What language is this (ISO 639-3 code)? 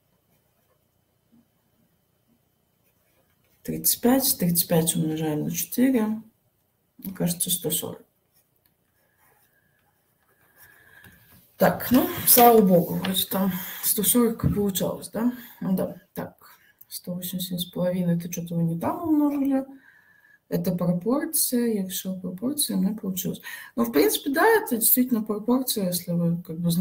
rus